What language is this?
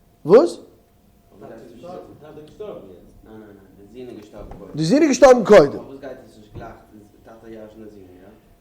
Yiddish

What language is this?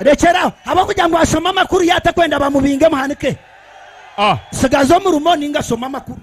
Nyankole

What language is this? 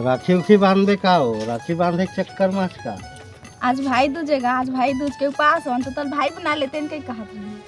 Chhattisgarhi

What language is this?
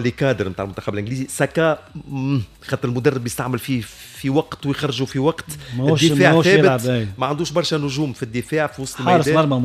Tunisian Arabic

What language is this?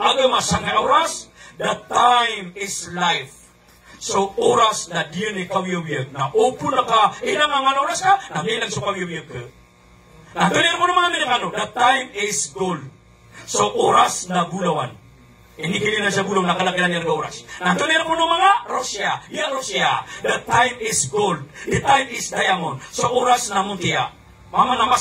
Maranao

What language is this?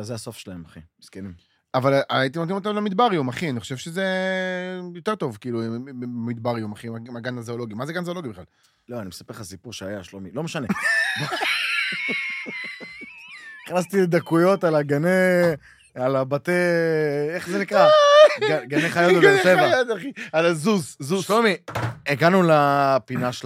Hebrew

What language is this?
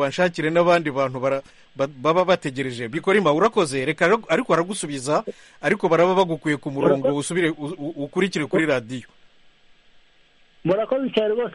Kinyarwanda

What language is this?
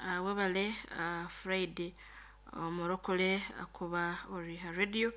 Nyankole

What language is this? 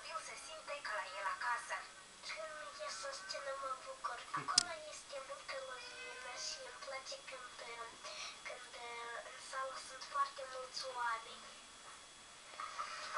Romanian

